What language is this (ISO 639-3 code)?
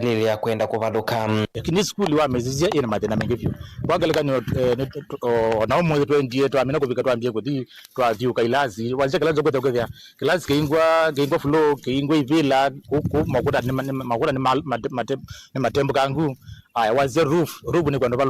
kam